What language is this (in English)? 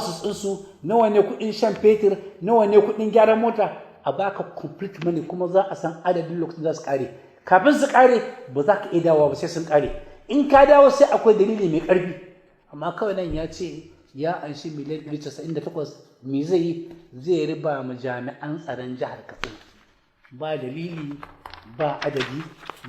Hausa